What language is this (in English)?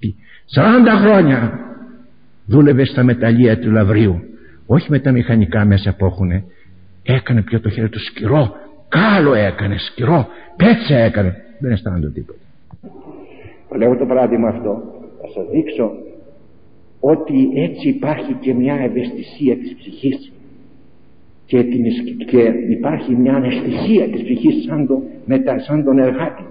Greek